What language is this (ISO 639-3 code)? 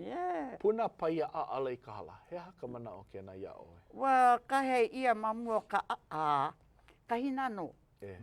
haw